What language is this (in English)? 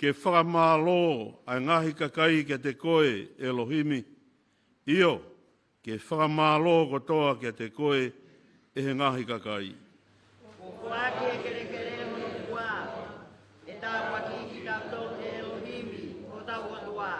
Tongan